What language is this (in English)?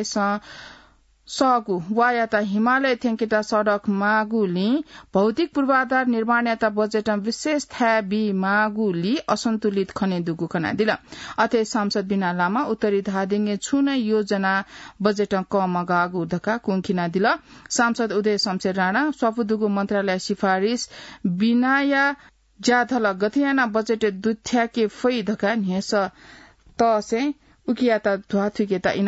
Newari